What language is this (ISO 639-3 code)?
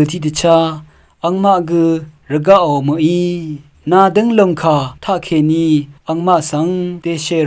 raw